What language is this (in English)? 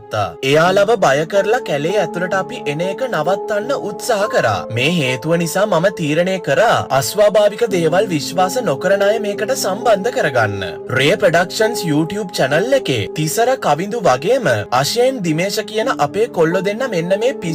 Sinhala